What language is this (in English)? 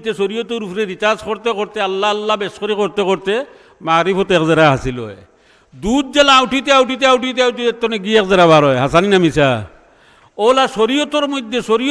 Sylheti